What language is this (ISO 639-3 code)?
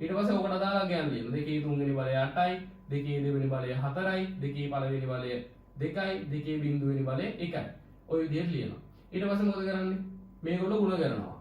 sin